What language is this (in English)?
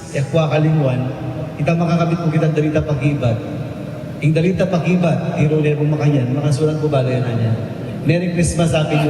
Pampanga